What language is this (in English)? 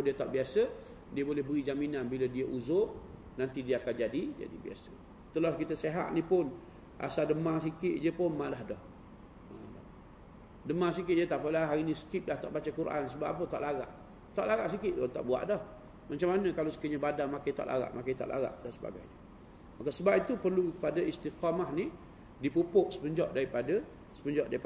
Malay